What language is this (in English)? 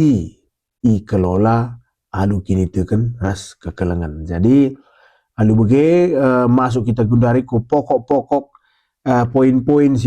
Batak Karo